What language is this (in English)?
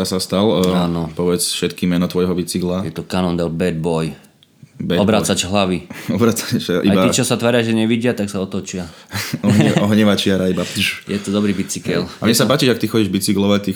Slovak